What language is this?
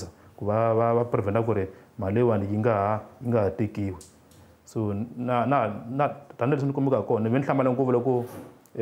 Tsonga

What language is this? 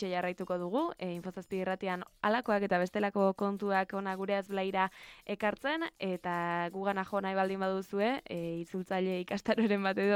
Basque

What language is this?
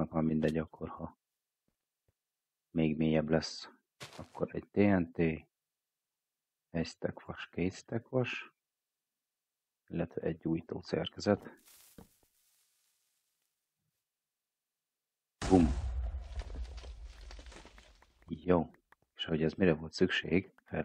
Hungarian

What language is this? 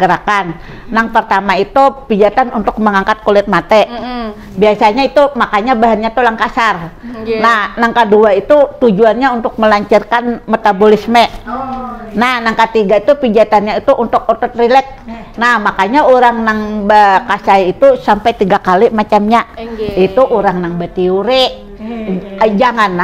Banjar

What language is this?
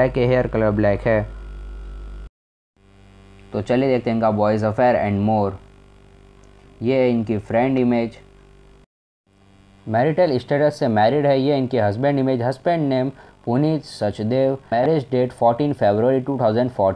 Hindi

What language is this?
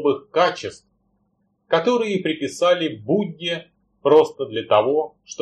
Russian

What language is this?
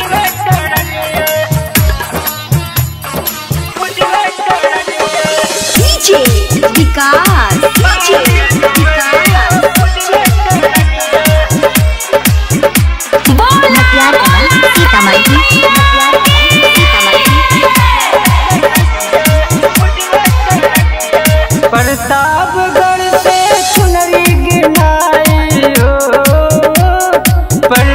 Bhojpuri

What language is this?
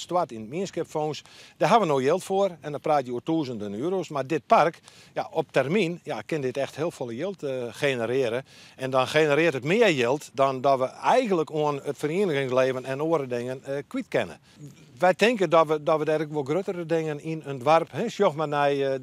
Western Frisian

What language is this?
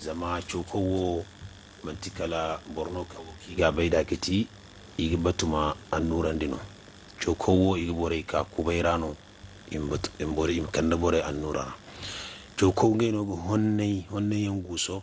Zarma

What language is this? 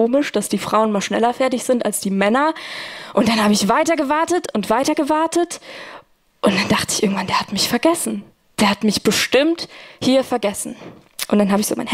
Swiss German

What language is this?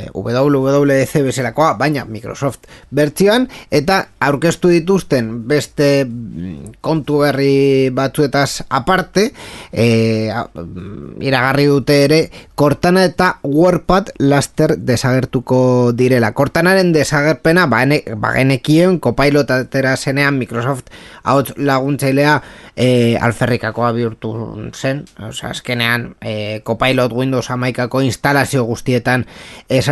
Basque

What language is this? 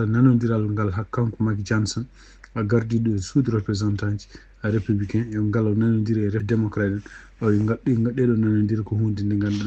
Fula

